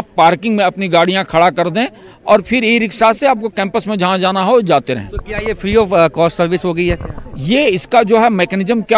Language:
Hindi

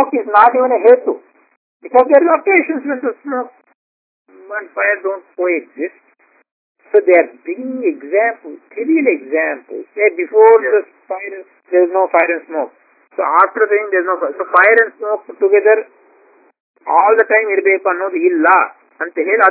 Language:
Kannada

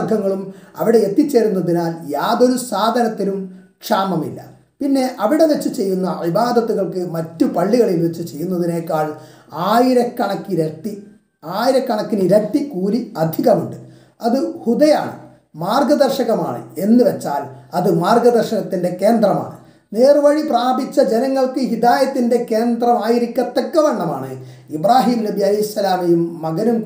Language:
Malayalam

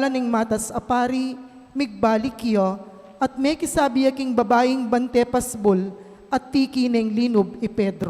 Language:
Pampanga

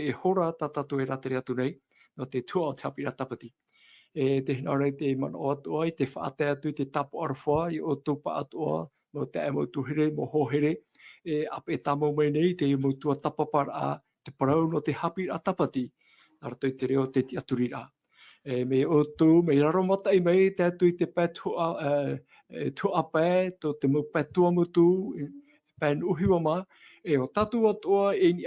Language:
Tahitian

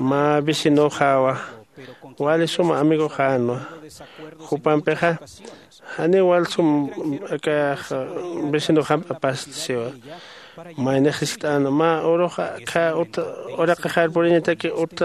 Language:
Aymara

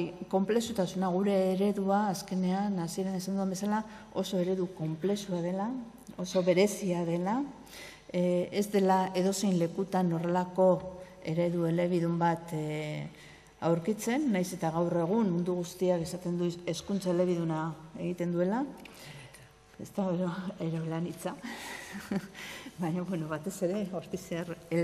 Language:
Basque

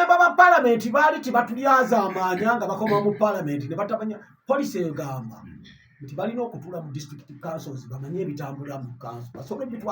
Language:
Ganda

